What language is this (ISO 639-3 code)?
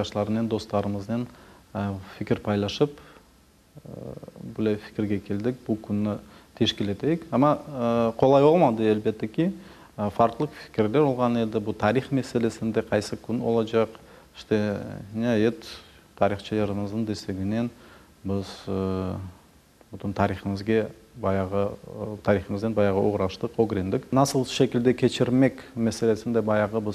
crh